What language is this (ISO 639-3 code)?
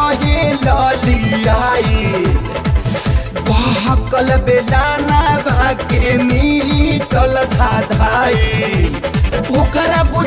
bho